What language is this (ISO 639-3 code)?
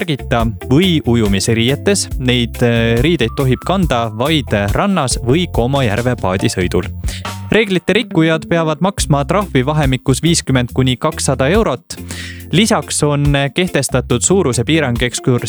est